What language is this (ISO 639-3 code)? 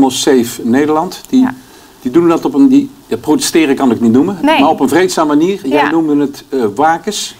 nld